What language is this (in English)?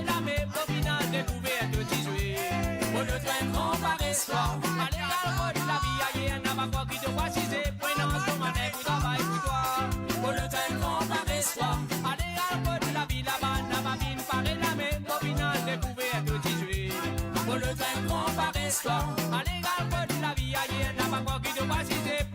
Morisyen